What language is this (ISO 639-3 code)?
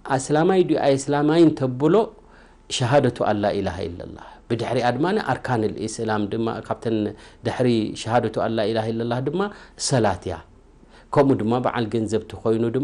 tir